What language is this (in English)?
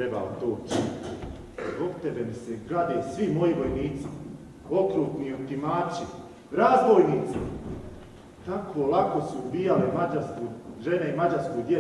Croatian